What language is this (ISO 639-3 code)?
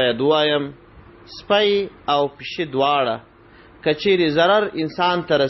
pus